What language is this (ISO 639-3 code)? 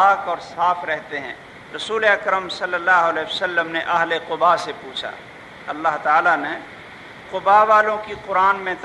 urd